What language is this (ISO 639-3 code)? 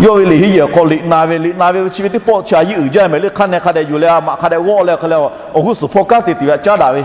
lhu